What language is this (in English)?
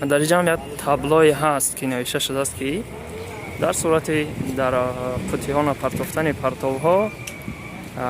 Tajik